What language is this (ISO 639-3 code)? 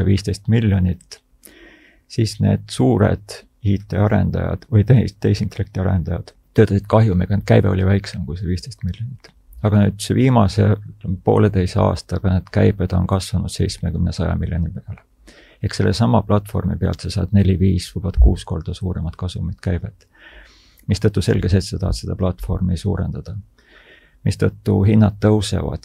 est